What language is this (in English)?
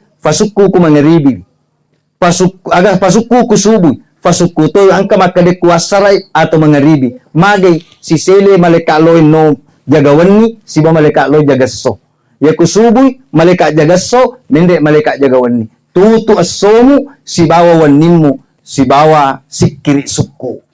Buginese